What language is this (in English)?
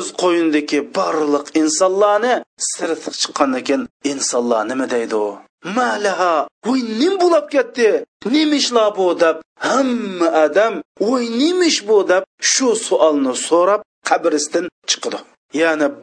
Uyghur